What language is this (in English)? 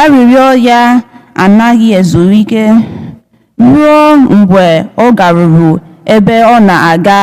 Igbo